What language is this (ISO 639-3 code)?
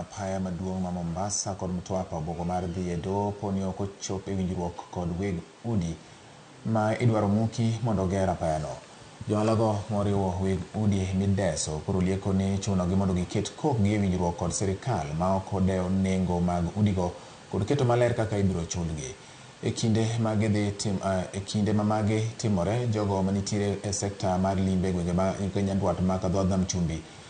luo